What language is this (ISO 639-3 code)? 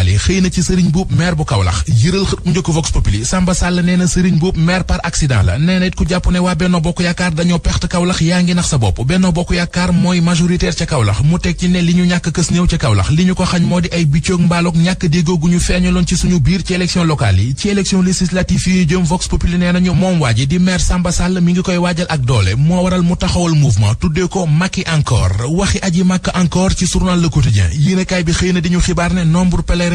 wol